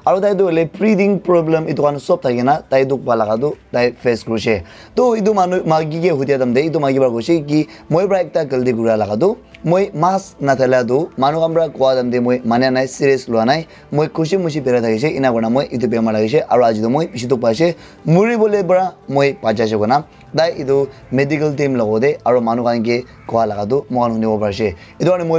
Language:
Naga Pidgin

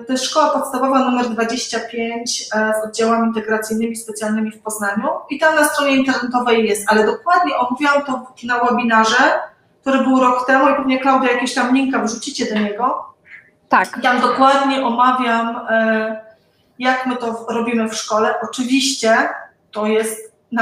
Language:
Polish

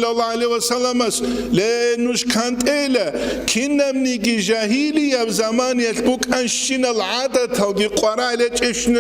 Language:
Avaric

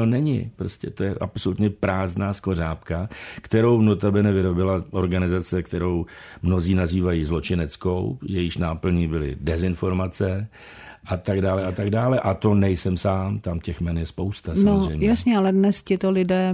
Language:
Czech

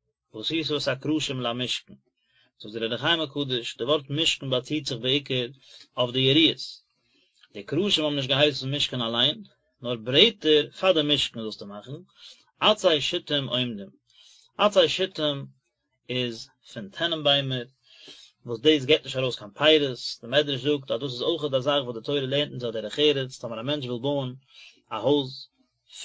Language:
Yiddish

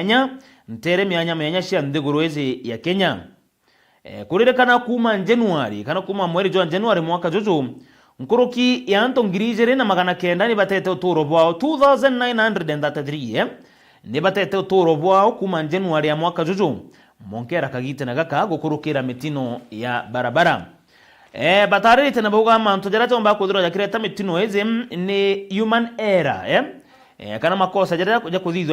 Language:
Meru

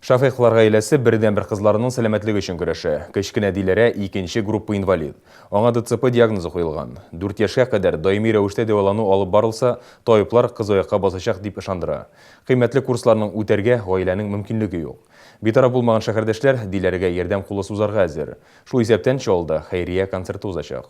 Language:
Tatar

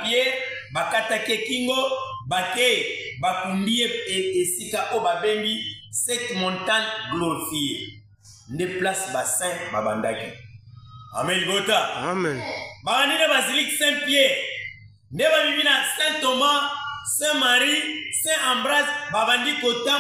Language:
Lingala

